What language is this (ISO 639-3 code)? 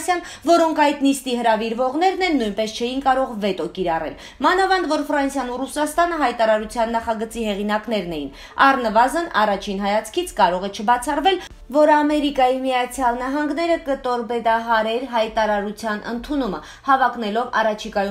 hye